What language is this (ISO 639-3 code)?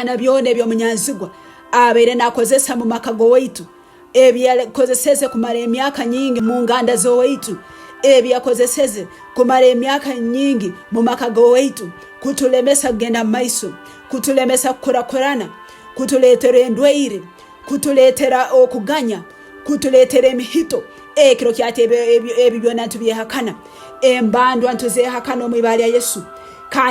nyo